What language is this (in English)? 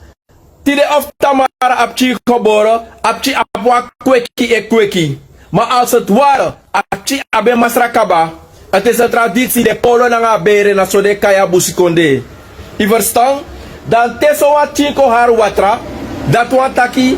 Sranan Tongo